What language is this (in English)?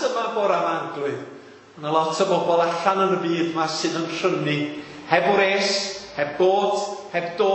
Welsh